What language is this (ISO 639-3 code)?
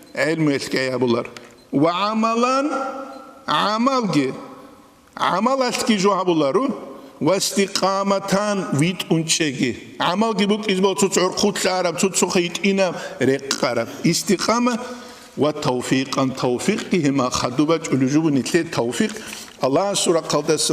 ava